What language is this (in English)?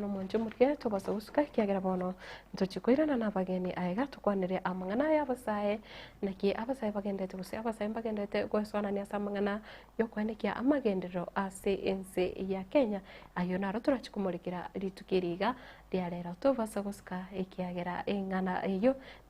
Gusii